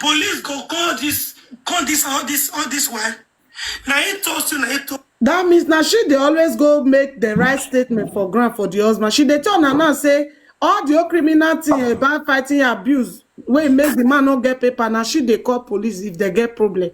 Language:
Nigerian Pidgin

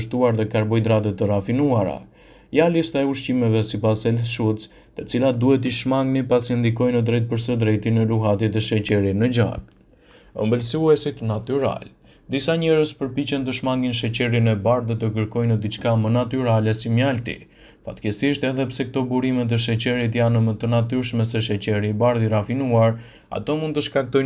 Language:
Albanian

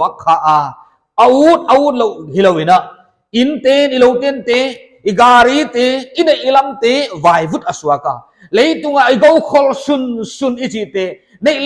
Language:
Paite Chin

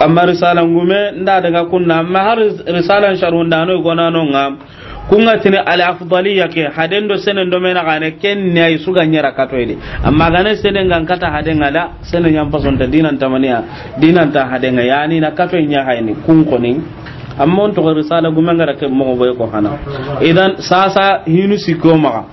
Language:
Soninke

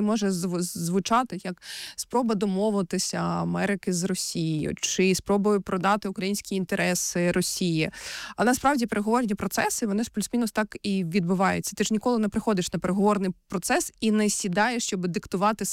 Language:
Ukrainian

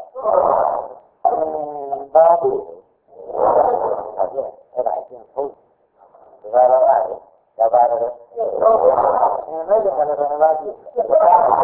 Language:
Burmese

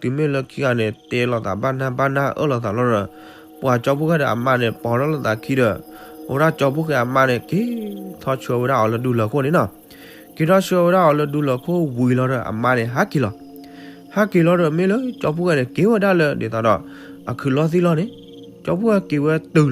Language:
S'gaw Karen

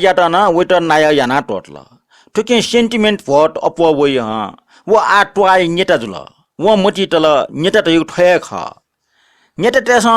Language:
Newari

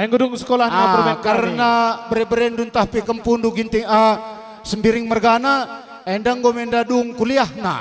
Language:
Batak Karo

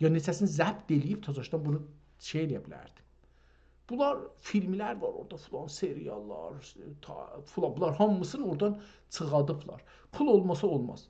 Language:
South Azerbaijani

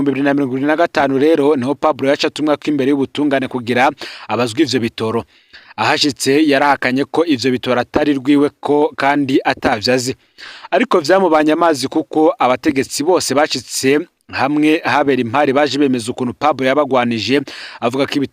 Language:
Rundi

